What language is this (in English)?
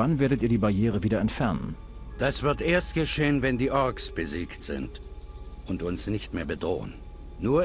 Bavarian